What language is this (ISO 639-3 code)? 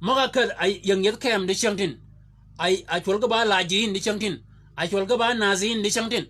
shk